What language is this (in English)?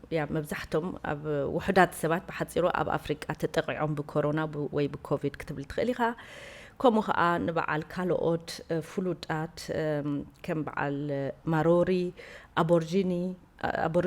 Tigrinya